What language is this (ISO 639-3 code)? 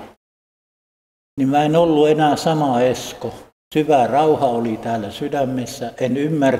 fin